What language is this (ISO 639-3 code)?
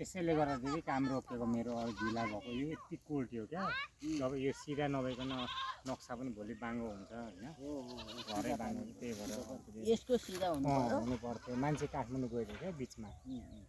nep